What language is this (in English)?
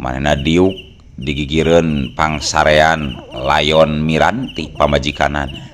Sundanese